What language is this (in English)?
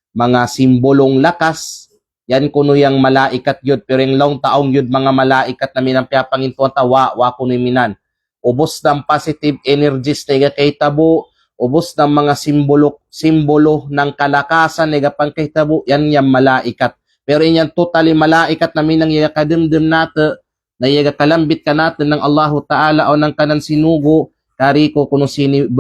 Kalagan